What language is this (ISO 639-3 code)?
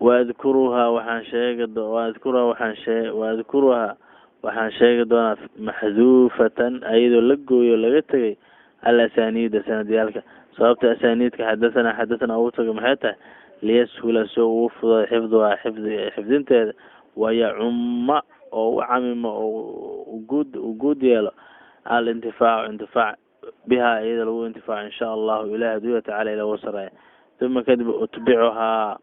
som